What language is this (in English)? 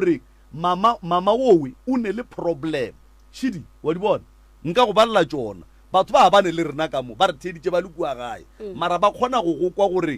Northern Sotho